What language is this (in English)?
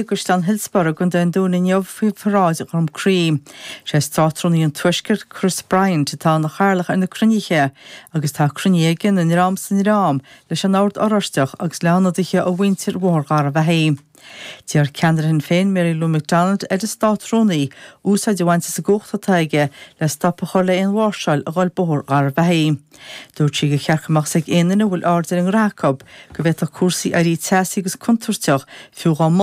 Irish